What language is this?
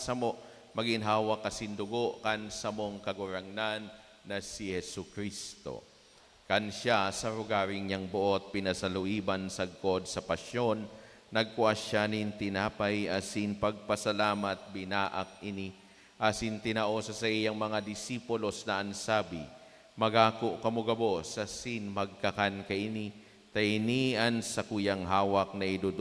Bikol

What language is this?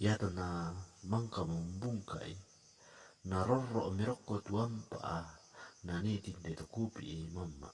Toraja-Sa'dan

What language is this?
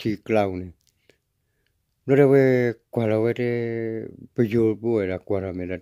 S'gaw Karen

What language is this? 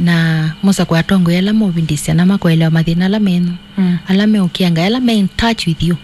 Kamba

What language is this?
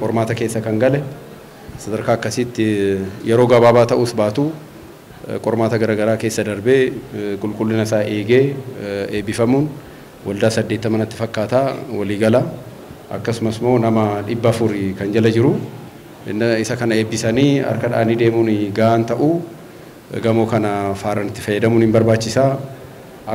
Oromo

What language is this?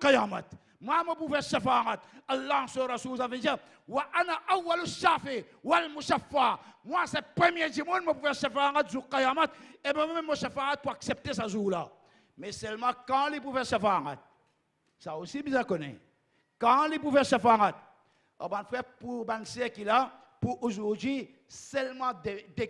Morisyen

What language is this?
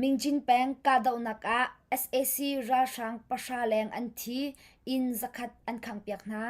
Hakha Chin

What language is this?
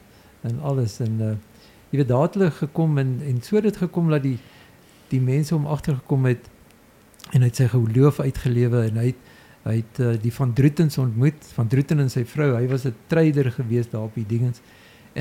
Afrikaans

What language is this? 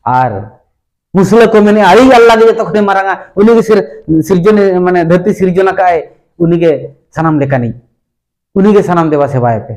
Santali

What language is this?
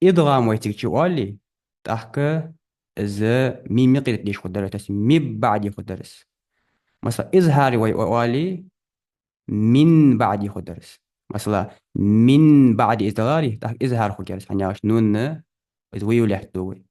Ingush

